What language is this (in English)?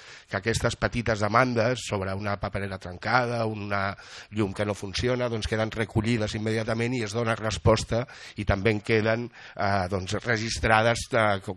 Catalan